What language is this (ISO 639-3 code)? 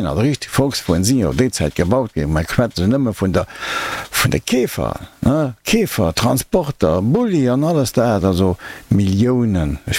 ltz